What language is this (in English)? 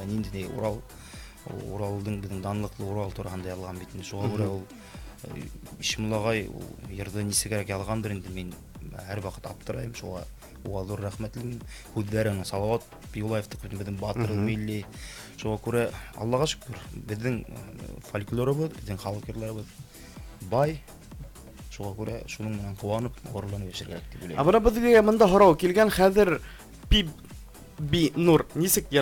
Bashkir